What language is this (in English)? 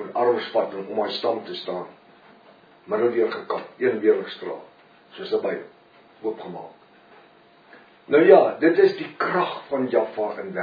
Afrikaans